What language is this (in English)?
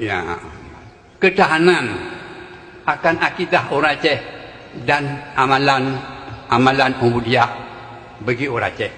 Achinese